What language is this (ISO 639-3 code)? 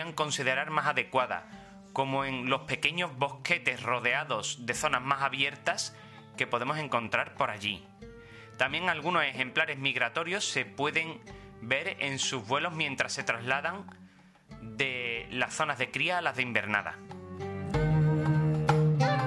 spa